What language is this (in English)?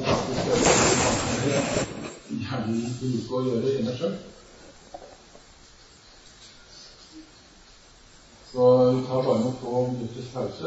Norwegian